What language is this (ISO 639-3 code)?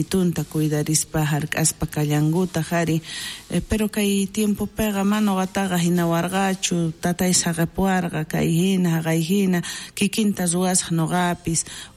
quh